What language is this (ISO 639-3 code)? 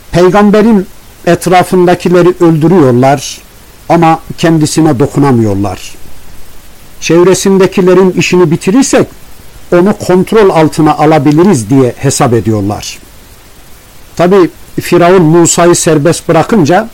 tur